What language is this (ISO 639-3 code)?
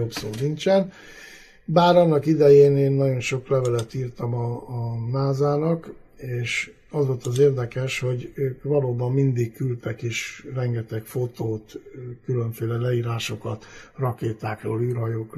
hun